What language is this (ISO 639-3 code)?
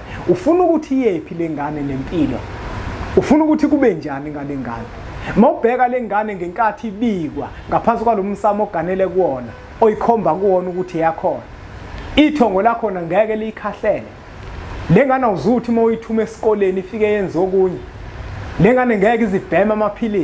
zul